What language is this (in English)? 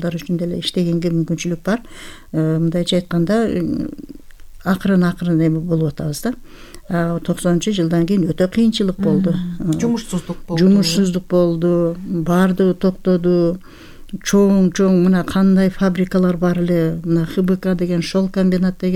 Kyrgyz